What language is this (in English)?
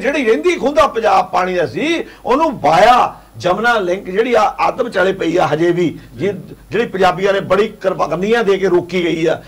Punjabi